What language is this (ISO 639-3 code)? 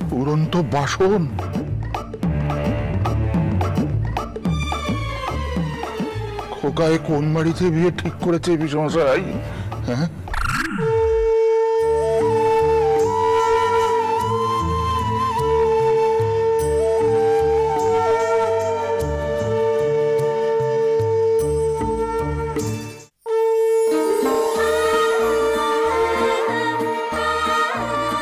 ben